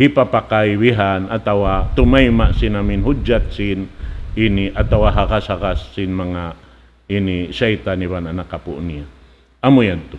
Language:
Tausug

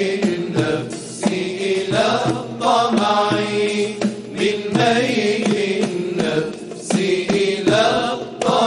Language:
Arabic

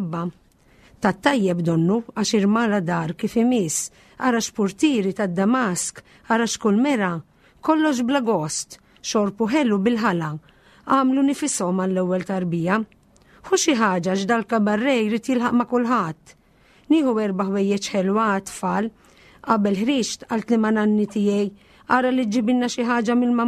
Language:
Maltese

